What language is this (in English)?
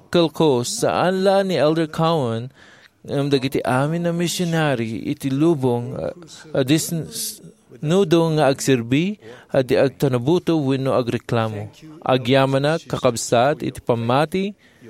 Iloko